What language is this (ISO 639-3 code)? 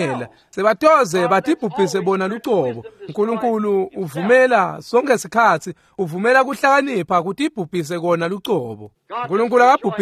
ssw